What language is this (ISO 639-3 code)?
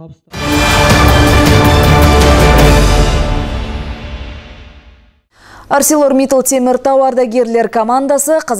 kaz